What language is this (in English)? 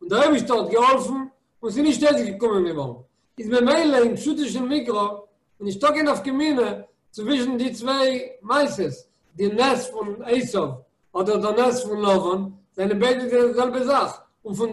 Yiddish